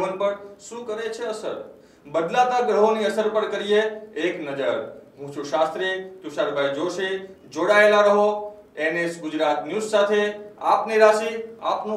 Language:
Gujarati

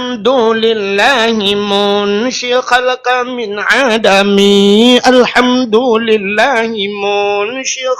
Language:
Achinese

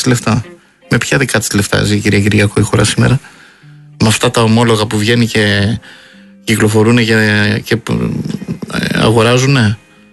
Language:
Greek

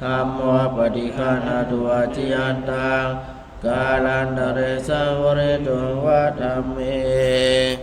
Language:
Pali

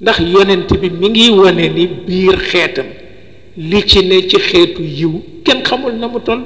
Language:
Wolof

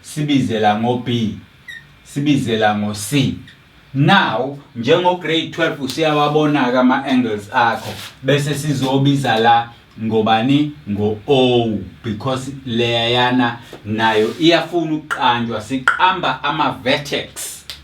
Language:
Zulu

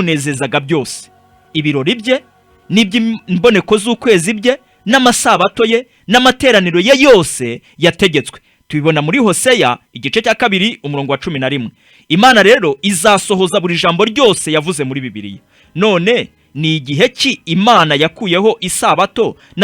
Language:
Kinyarwanda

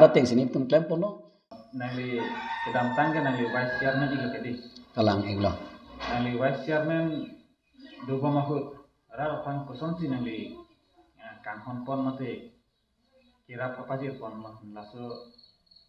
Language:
Karbi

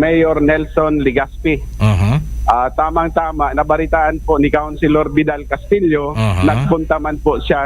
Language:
Bikol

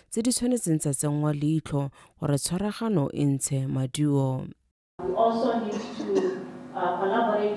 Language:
Tswana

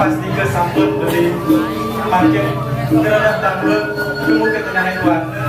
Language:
Balinese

